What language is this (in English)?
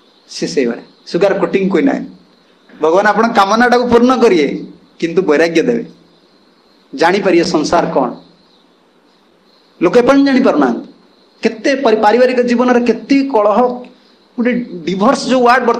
Odia